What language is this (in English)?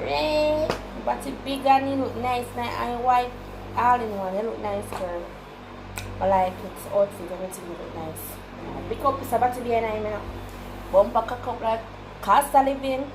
Jamaican Creole English